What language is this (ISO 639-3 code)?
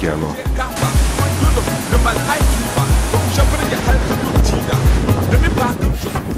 ell